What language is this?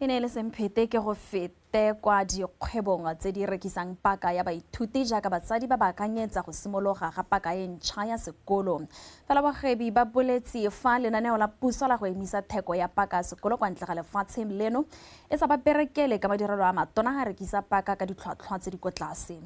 Tswana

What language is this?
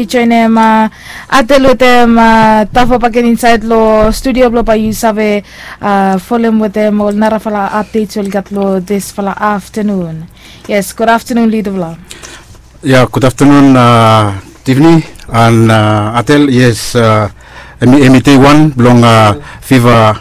Bislama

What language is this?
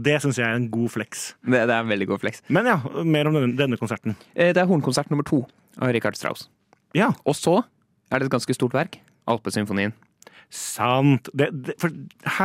Norwegian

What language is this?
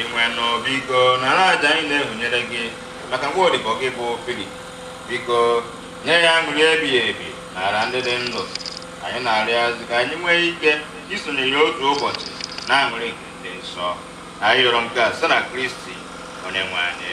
Igbo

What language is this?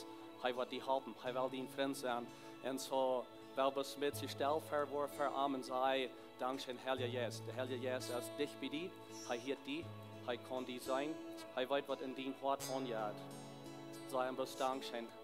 Plautdietsch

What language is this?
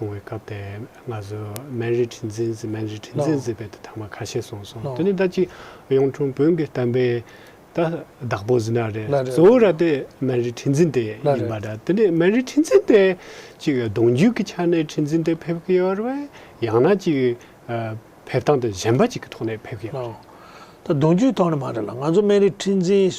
Tibetan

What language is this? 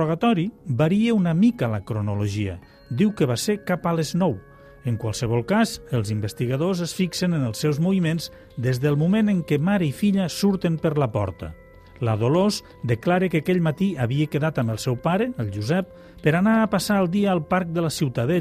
Catalan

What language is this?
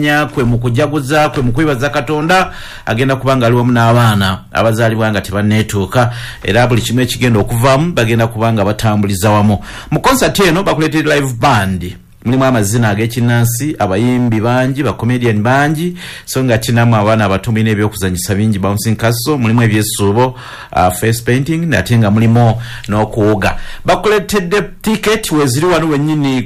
Ganda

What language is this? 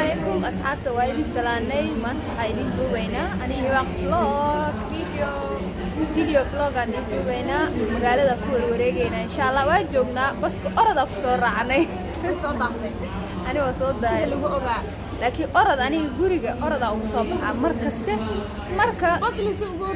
Somali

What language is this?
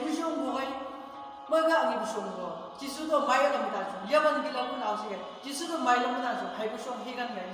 Chang Naga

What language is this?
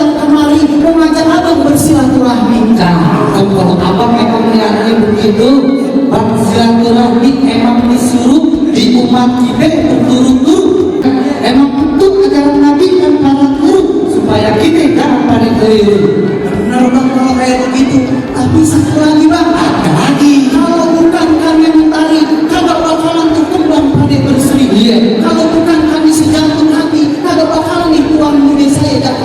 Betawi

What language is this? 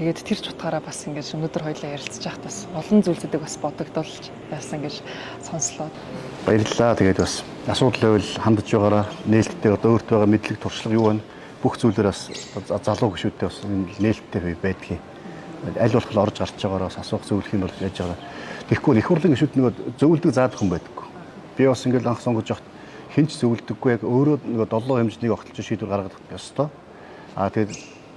Mongolian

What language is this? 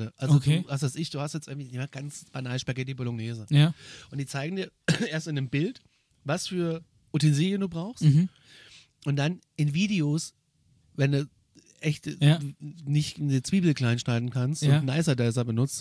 German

